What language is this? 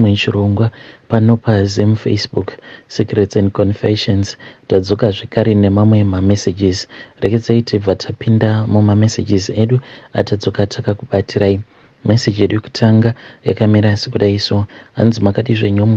Shona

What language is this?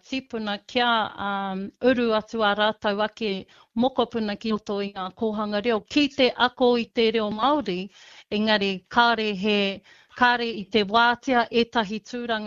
Māori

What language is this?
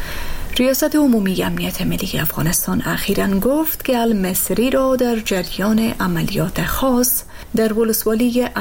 Persian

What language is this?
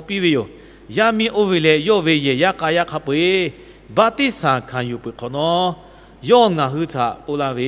Lahu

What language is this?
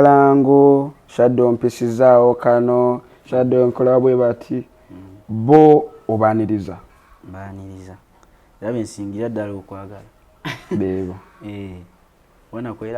Ganda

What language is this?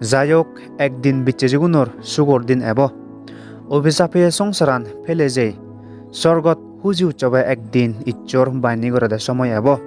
Chakma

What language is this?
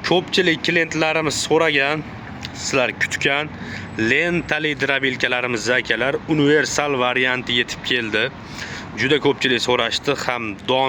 Uzbek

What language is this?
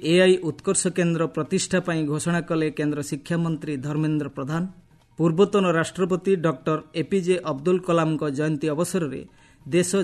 Odia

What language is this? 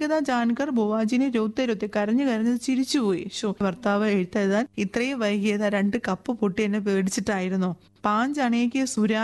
Malayalam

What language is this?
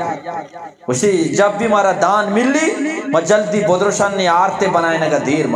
Eastern Balochi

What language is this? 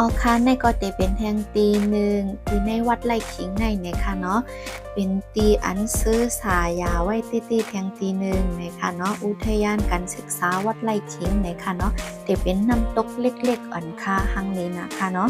Shan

